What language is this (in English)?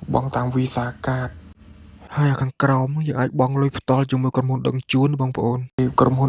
Khmer